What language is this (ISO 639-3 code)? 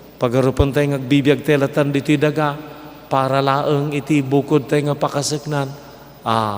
ilo